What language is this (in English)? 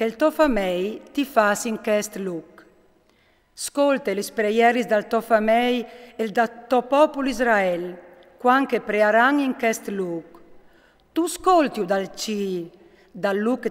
Friulian